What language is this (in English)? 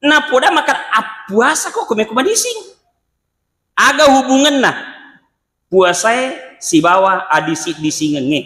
Buginese